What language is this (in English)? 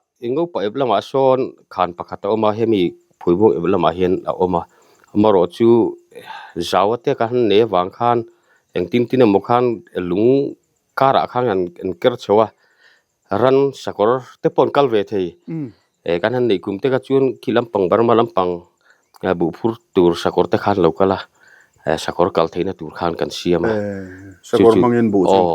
Mizo